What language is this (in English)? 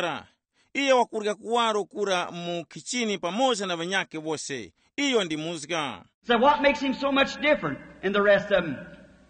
Tumbuka